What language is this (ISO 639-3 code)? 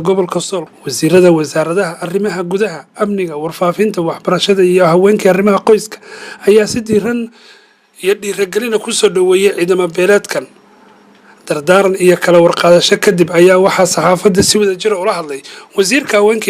som